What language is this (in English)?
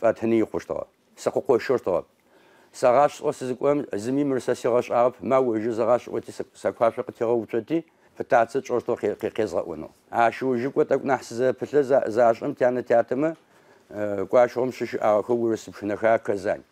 Adyghe